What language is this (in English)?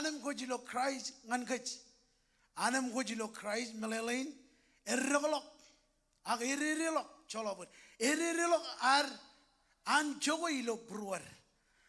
Marshallese